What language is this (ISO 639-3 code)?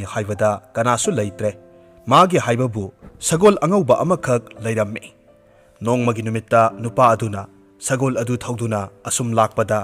mni